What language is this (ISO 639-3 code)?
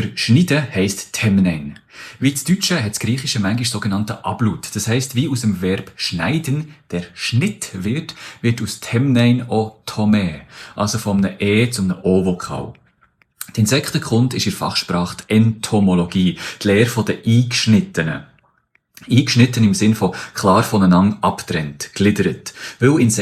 gsw